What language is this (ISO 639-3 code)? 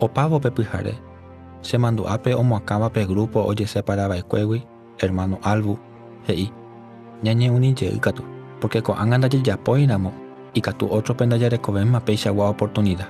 grn